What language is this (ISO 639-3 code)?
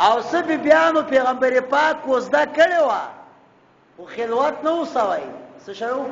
pus